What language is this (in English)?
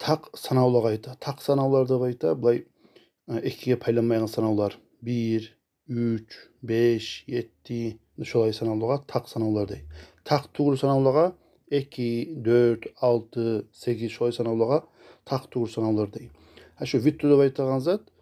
Kumyk